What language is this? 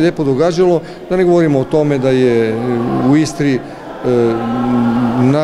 Croatian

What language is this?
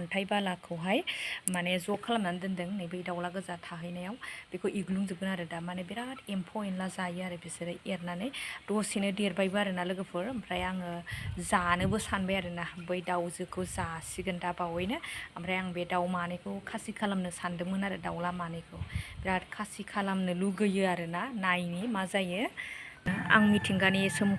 Bodo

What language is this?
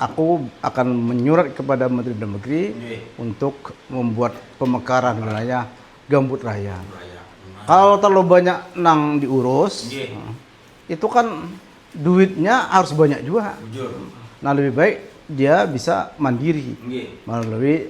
Banjar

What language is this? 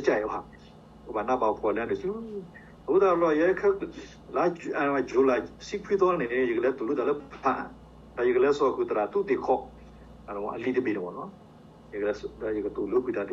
S'gaw Karen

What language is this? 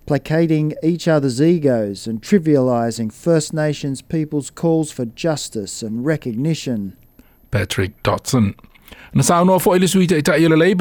Samoan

